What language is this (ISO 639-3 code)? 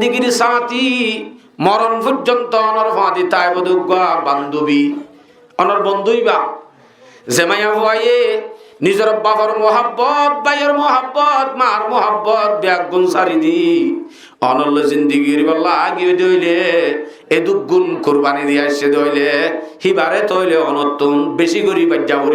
rhg